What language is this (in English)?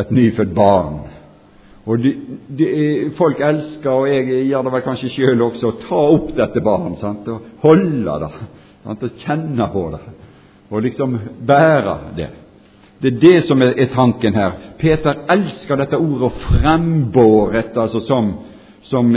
Norwegian